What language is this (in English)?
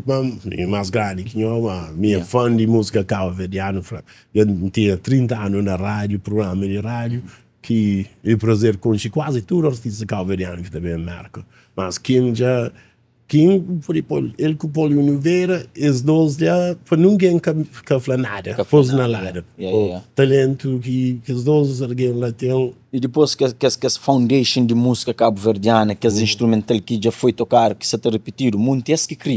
Kabuverdianu